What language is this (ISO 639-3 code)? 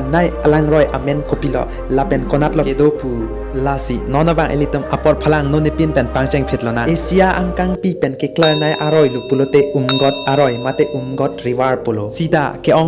mjw